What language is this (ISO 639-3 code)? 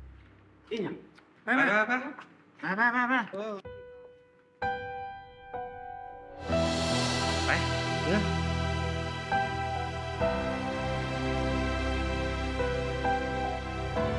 tha